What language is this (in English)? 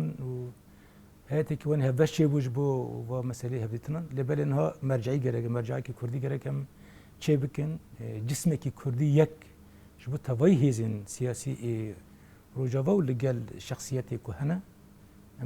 Kurdish